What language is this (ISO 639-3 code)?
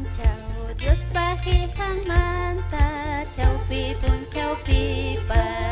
quy